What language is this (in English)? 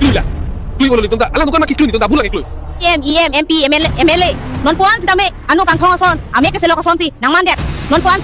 Karbi